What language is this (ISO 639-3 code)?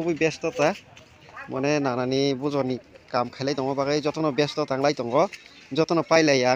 trp